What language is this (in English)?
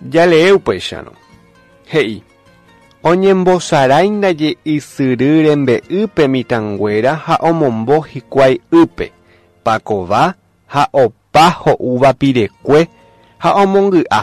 Guarani